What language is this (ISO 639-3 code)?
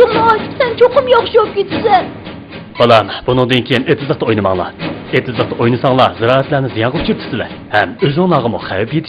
uig